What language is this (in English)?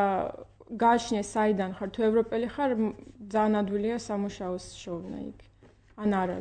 Georgian